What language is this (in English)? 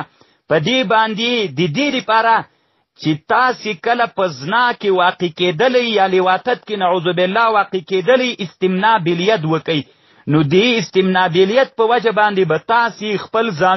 Pashto